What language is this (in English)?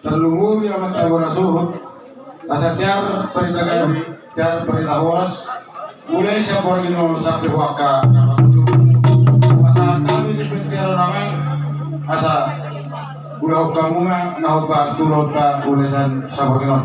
Batak Toba